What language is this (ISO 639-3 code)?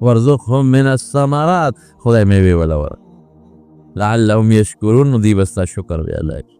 pus